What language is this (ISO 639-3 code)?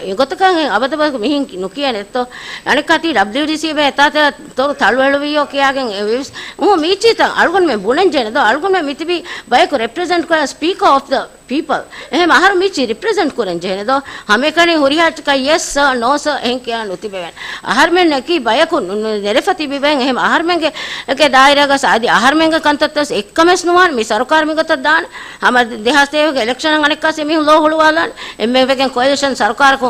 div